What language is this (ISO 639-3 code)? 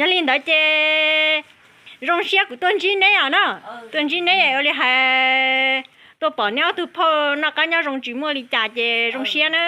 hmn